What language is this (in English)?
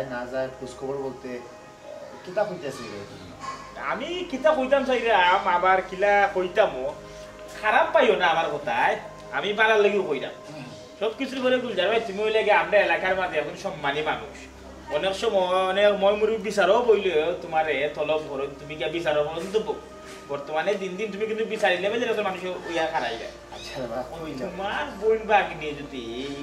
Sylheti